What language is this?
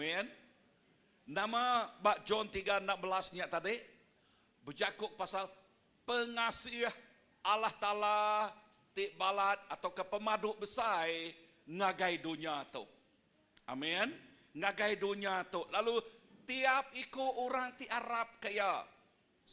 Iban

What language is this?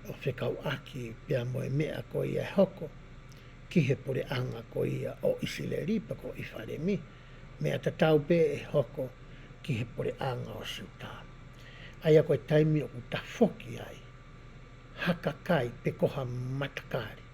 Tongan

